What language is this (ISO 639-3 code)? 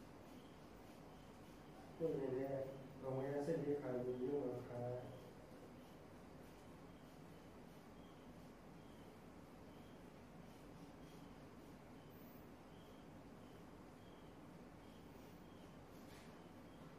mya